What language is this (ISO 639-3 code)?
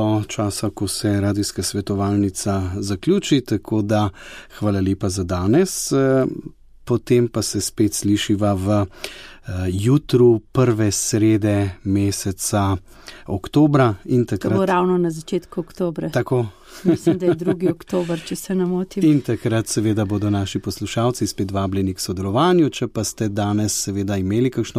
slv